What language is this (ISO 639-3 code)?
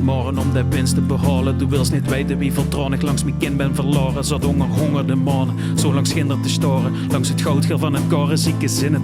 lim